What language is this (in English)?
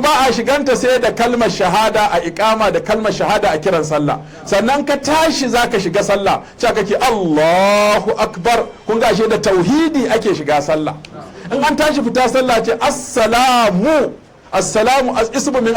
Hausa